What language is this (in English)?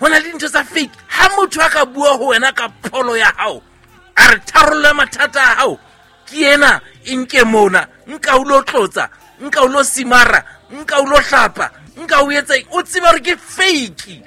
Southern Sotho